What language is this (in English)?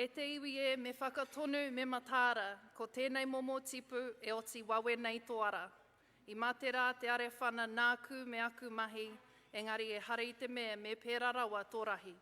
Māori